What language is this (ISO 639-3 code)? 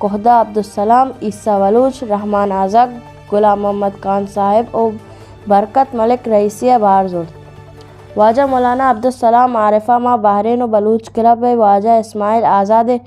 bgp